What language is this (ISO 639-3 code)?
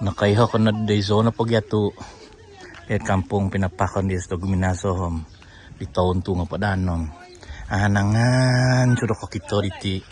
dtp